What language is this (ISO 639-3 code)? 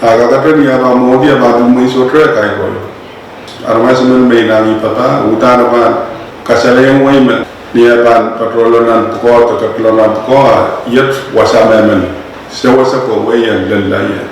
pon